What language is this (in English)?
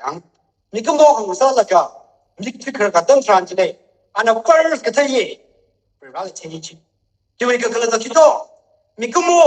Tangkhul Naga (India)